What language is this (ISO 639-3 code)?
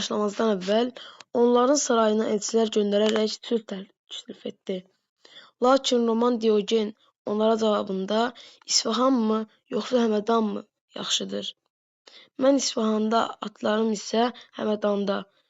aze